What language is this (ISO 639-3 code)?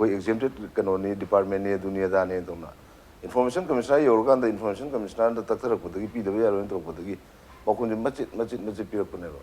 mni